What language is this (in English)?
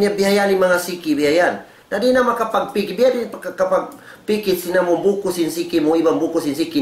Tausug